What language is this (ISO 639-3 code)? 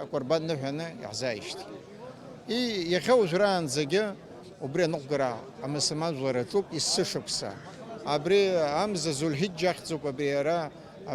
abk